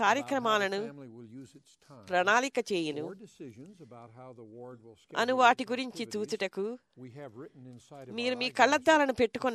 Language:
Telugu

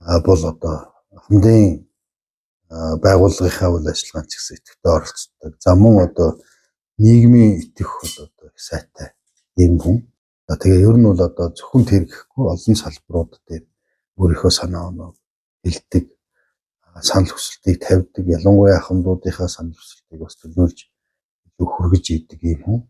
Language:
Mongolian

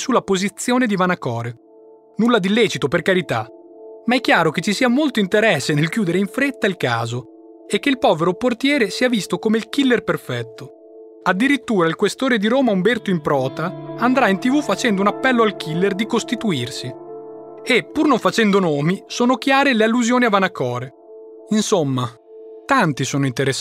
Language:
Italian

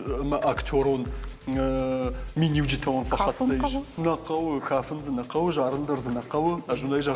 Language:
Ossetic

